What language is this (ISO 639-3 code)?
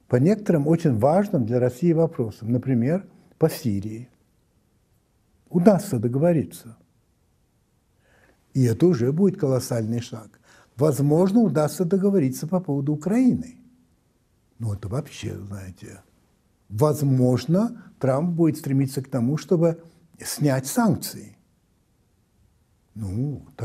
rus